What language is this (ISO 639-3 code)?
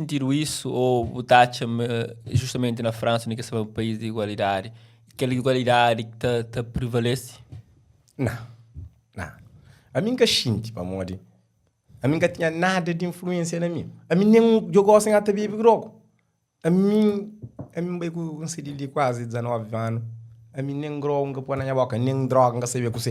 kea